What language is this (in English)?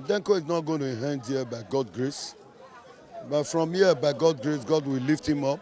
Nigerian Pidgin